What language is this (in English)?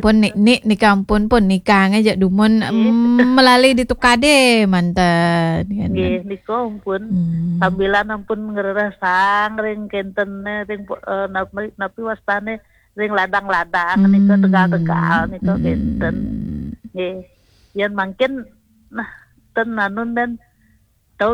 Balinese